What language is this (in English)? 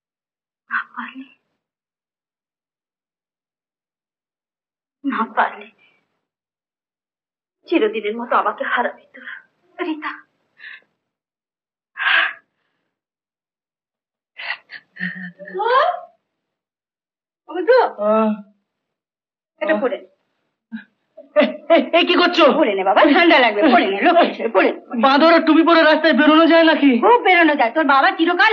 Bangla